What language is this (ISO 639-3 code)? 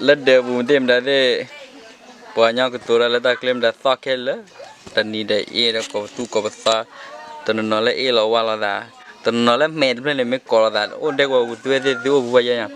ksw